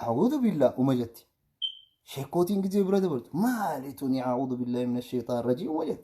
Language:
Oromo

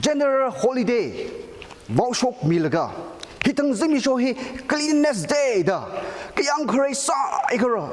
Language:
Tangkhul Naga (India)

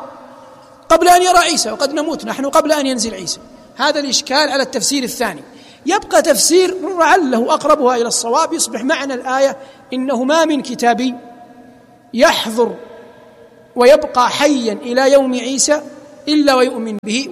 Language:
Arabic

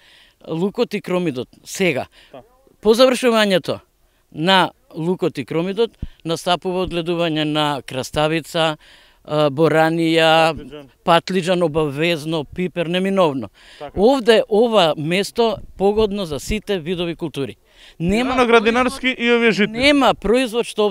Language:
Macedonian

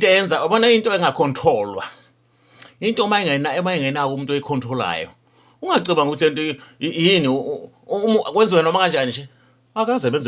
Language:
Zulu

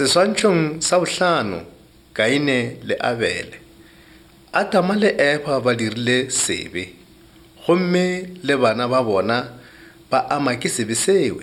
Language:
Northern Sotho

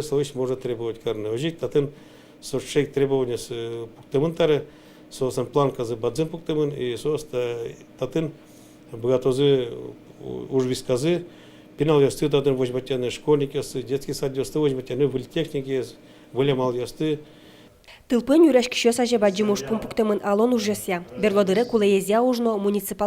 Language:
Udmurt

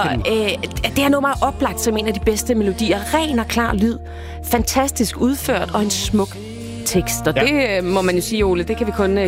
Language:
Danish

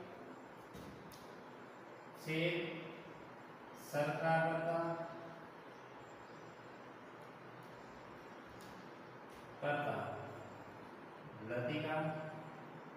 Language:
Gujarati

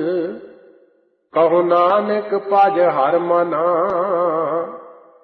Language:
Punjabi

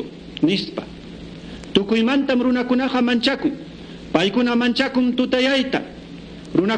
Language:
Quechua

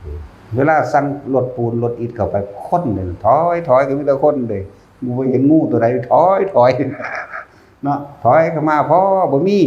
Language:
Northeastern Thai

